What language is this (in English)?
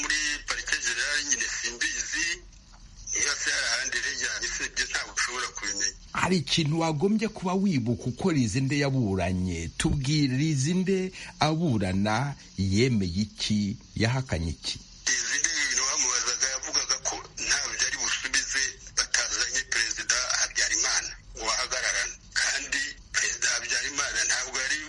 Kinyarwanda